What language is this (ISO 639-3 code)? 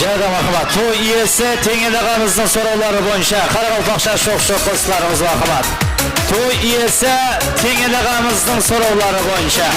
kaa